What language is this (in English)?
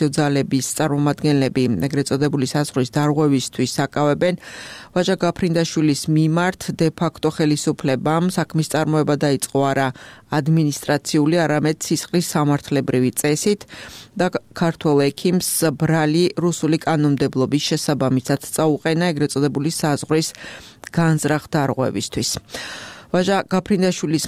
Georgian